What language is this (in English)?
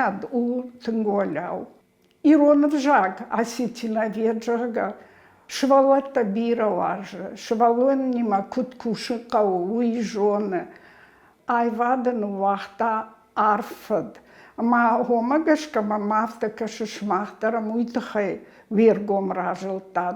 Ossetic